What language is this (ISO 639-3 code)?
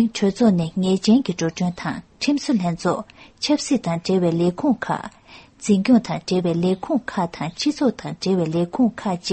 bod